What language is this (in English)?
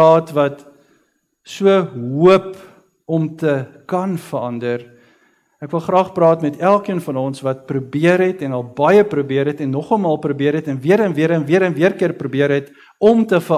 Afrikaans